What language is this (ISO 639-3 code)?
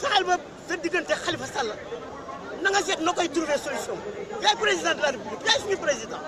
wol